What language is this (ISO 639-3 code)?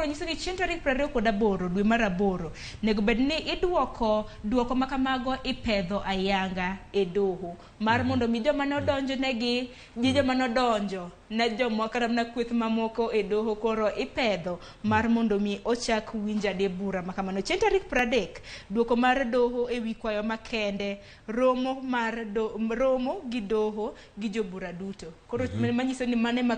luo